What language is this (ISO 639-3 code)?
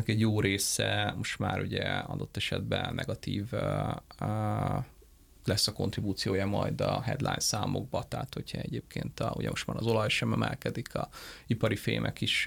hun